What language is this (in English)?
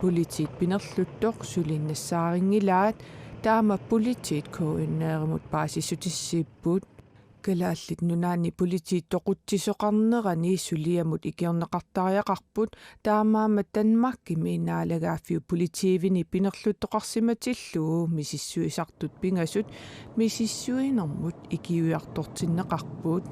Kalaallisut